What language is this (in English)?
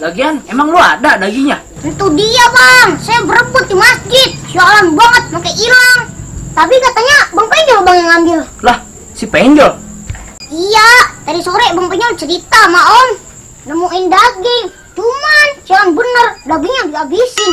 Betawi